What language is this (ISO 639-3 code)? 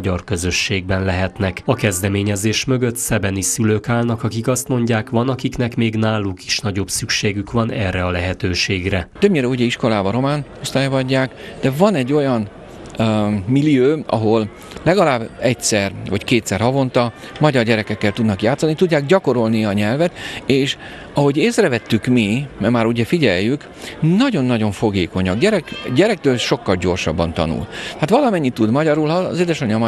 hun